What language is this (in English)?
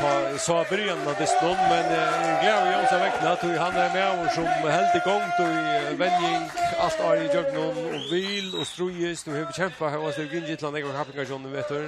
Faroese